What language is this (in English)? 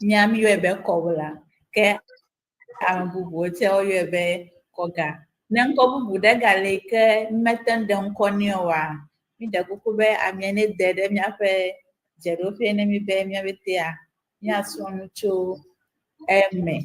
Ewe